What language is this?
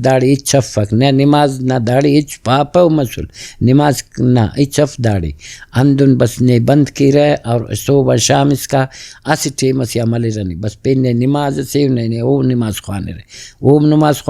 Brahui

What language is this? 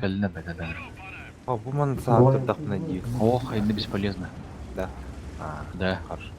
Yakut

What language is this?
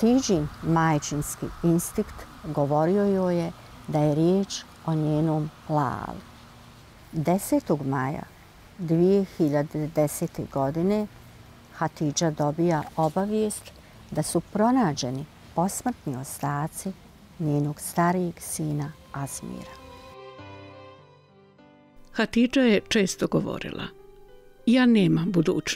Bosnian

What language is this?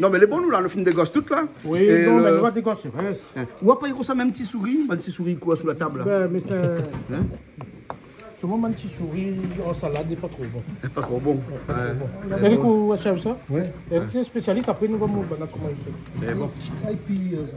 Réunion Creole French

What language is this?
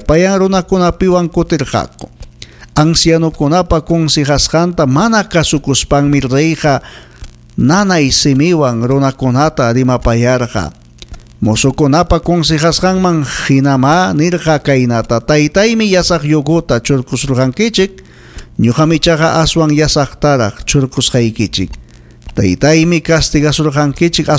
Ayacucho Quechua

